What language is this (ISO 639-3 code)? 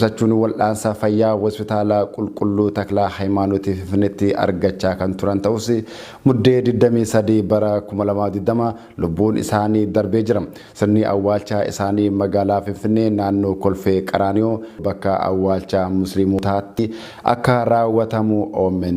orm